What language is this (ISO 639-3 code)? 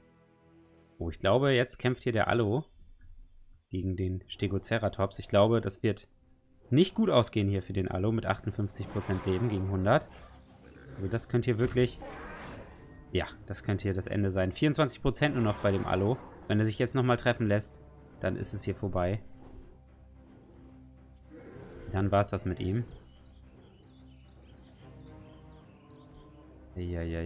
deu